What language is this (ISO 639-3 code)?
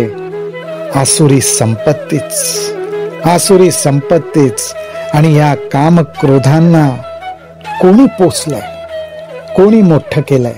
mar